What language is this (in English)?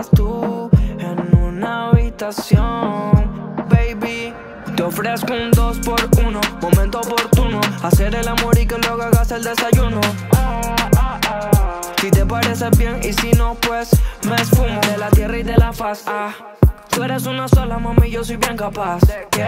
Spanish